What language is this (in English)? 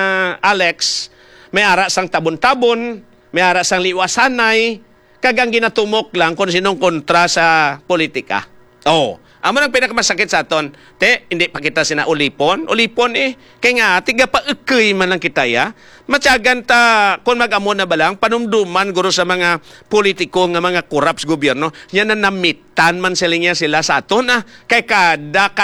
Hiligaynon